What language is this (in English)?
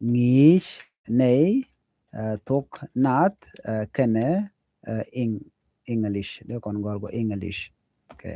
Nuer